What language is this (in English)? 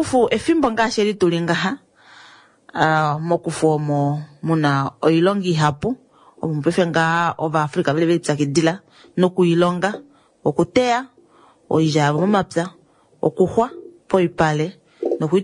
Kuanyama